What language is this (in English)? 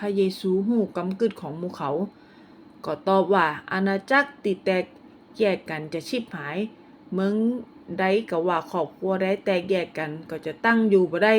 Northern Thai